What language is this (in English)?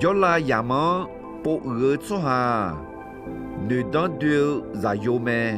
Akha